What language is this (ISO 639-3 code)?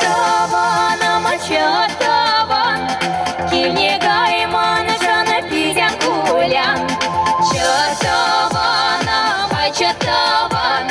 chv